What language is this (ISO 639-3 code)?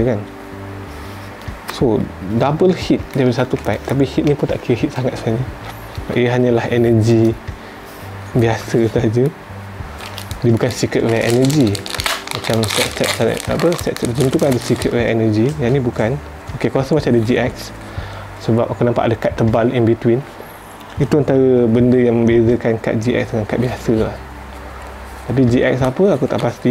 msa